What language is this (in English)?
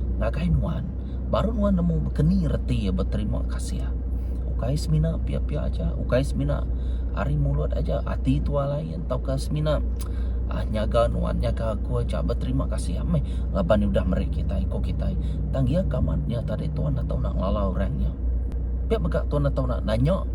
Iban